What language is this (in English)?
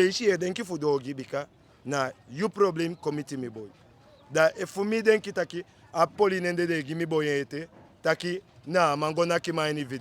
Eastern Maroon Creole